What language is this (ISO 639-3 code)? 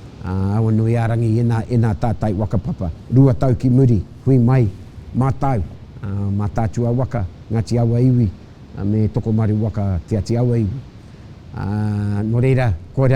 mri